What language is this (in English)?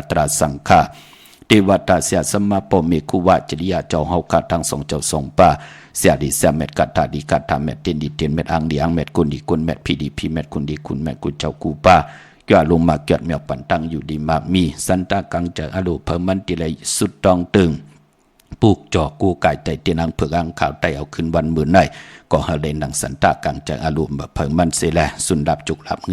Shan